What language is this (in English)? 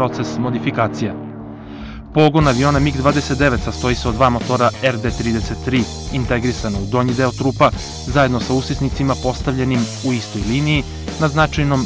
Serbian